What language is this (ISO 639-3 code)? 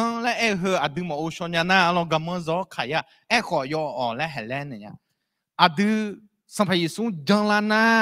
ahk